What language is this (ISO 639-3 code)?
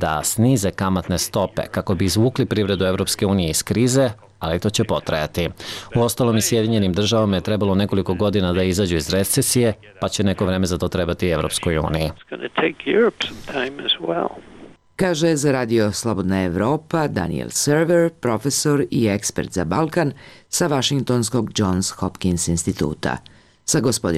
srp